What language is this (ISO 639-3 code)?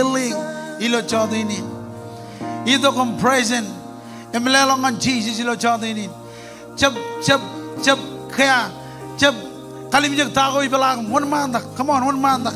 mah